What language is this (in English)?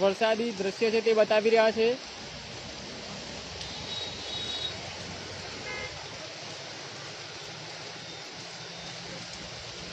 Gujarati